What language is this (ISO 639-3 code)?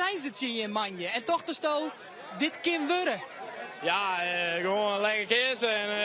fry